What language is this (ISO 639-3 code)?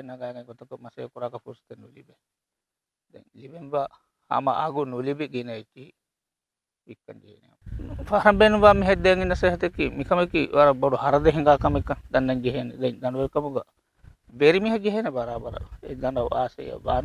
div